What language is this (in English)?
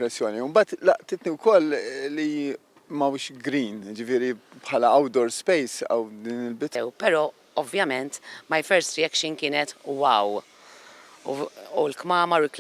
Maltese